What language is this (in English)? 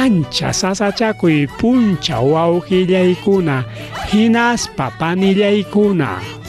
Ayacucho Quechua